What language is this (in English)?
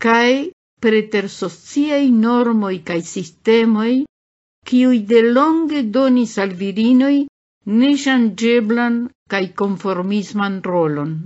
Esperanto